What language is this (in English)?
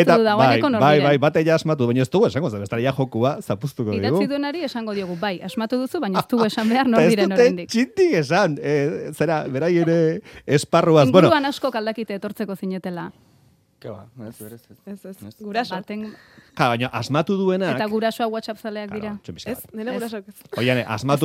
Basque